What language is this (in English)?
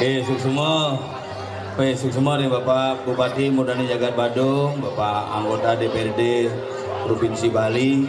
Balinese